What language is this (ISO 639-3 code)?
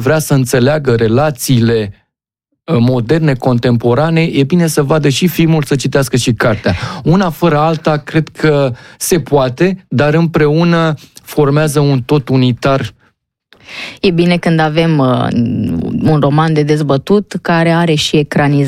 ron